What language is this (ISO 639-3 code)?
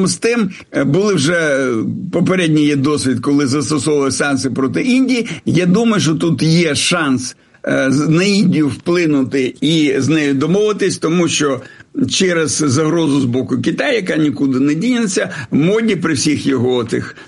ukr